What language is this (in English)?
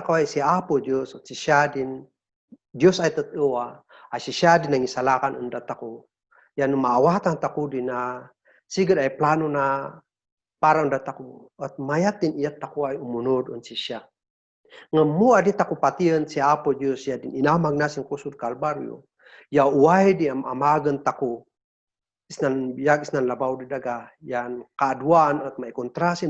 Kankanaey